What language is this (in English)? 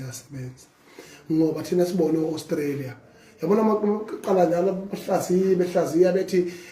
Zulu